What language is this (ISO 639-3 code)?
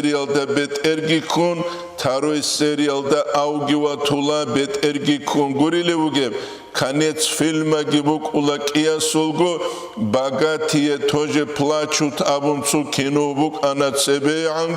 ava